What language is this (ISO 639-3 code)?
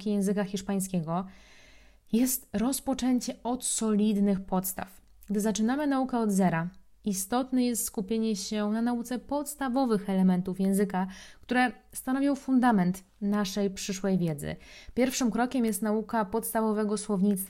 pol